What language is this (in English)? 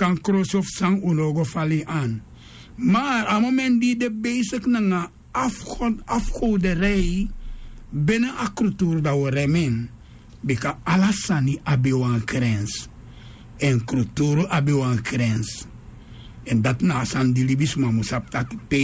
Sranan Tongo